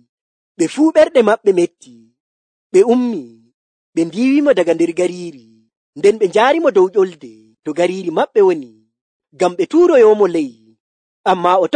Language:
Nigerian Fulfulde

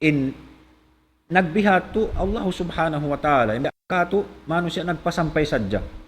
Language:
Tausug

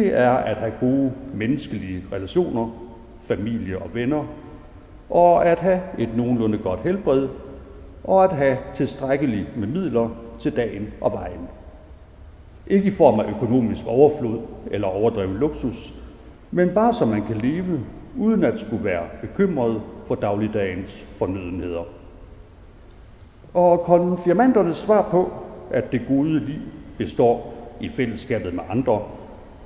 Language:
Danish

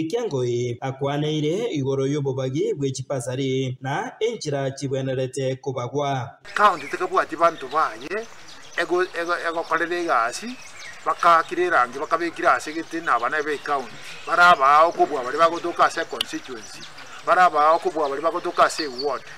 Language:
Gusii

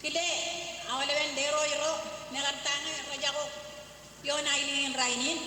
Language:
Marshallese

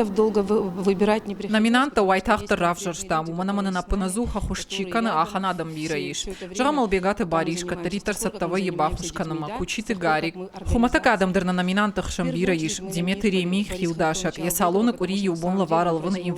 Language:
Ossetic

